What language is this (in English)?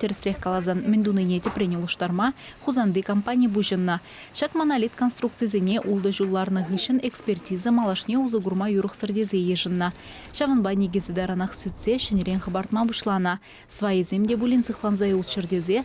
Chuvash